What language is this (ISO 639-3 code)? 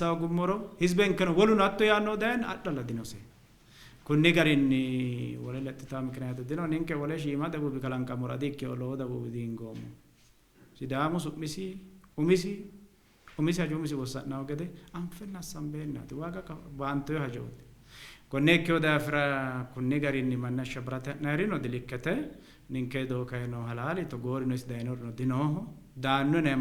sid